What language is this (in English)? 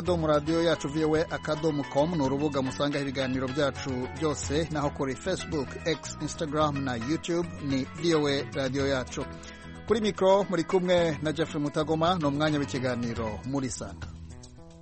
Kinyarwanda